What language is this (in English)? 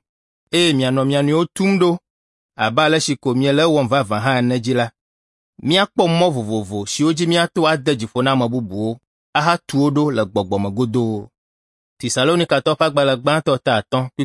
Ewe